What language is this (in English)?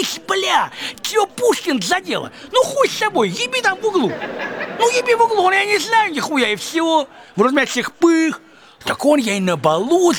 Russian